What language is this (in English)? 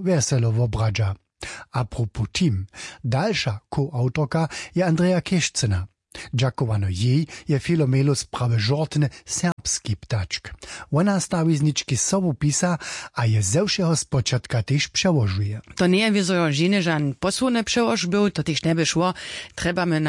Upper Sorbian